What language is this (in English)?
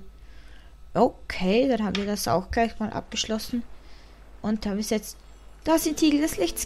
German